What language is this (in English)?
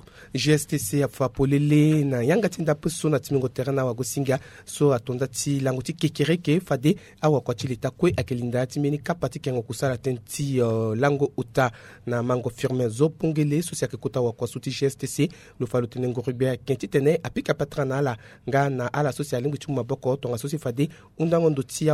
Sango